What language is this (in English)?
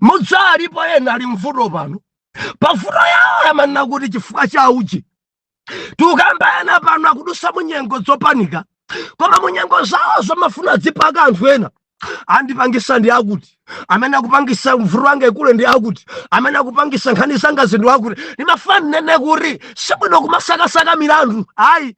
Nyanja